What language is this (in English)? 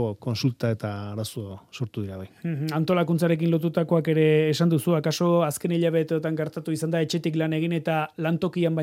Basque